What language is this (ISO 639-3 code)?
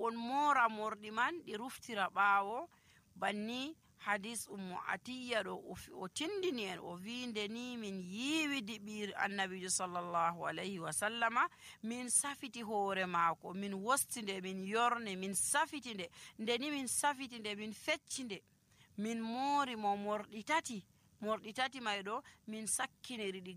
fuv